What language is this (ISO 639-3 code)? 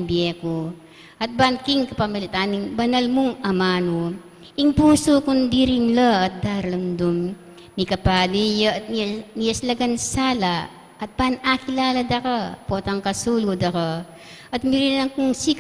pam